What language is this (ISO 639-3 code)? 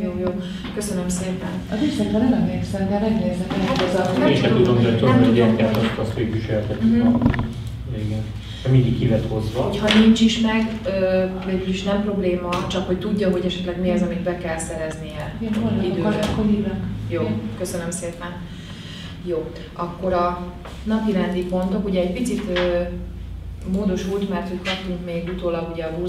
hun